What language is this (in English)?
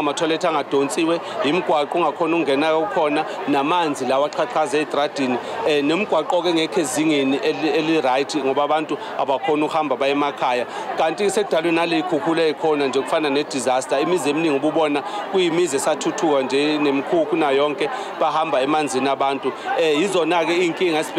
Zulu